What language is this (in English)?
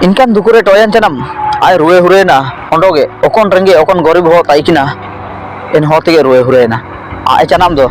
Ho